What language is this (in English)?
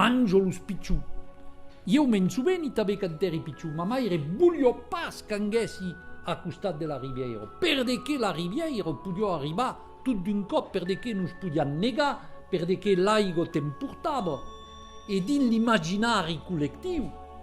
Occitan